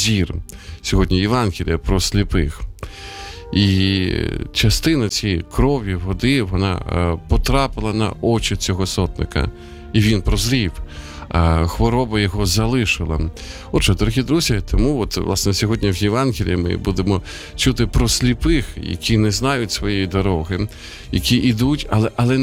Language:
Ukrainian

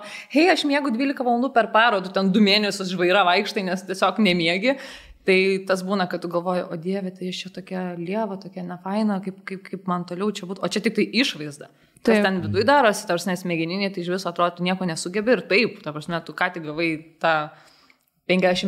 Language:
Lithuanian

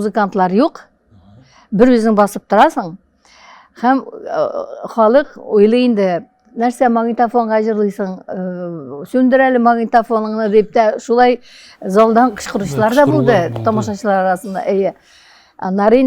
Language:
Tatar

